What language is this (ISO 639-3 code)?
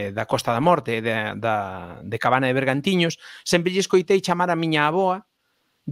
glg